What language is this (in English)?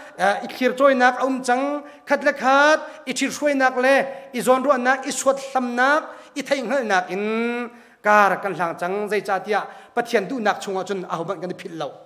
Hakha Chin